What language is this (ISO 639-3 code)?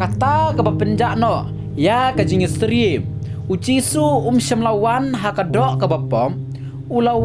kha